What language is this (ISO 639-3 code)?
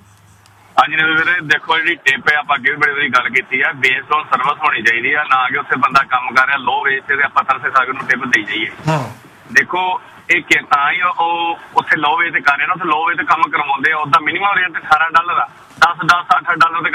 pan